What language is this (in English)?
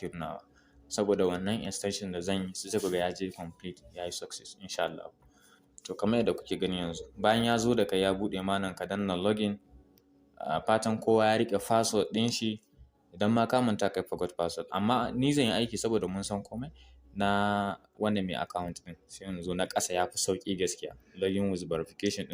Hausa